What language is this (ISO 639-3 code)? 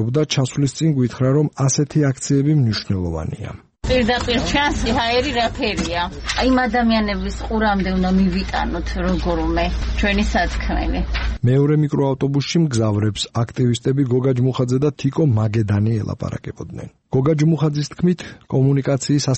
kat